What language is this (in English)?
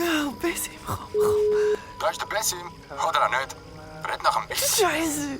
Swiss German